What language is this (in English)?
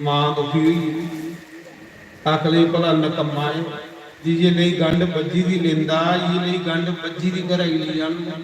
Dogri